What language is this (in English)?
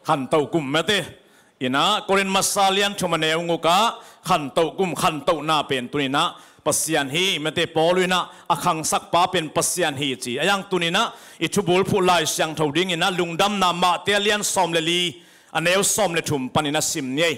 Tedim Chin